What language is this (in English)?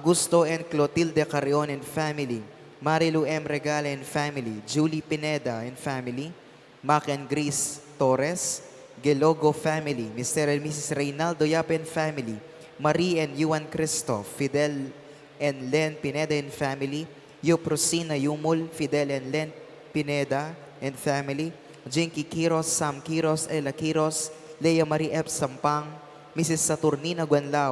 Pampanga